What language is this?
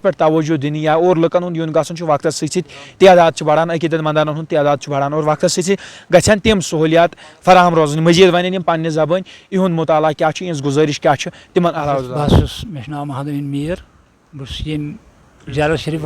Kashmiri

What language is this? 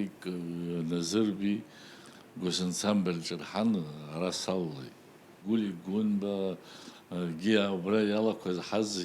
Abkhazian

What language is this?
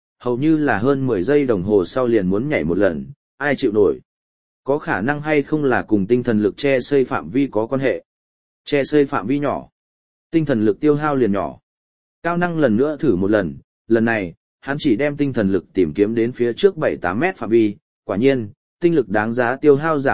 Vietnamese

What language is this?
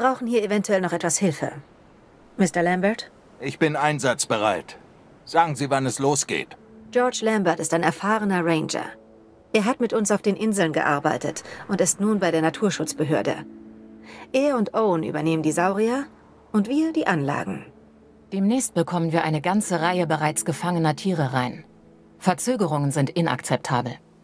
German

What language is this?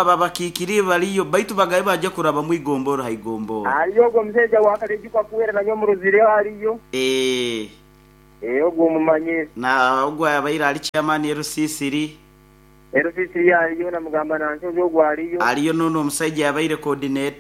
Nyoro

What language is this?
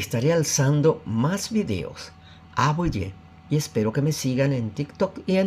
Guarani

